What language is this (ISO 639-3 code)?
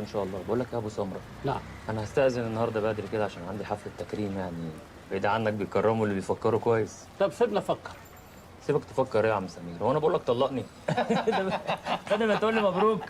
arz